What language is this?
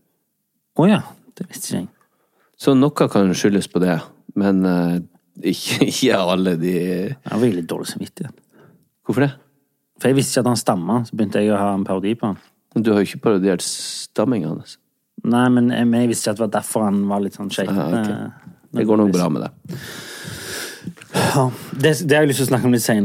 Norwegian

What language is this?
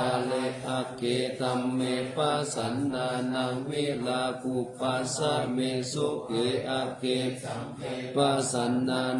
Pali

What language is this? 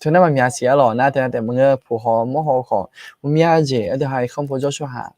Akha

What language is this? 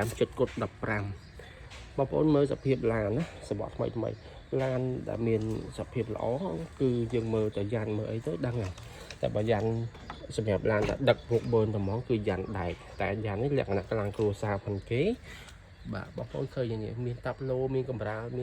Khmer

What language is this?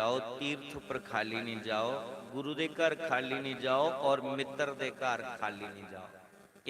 Dogri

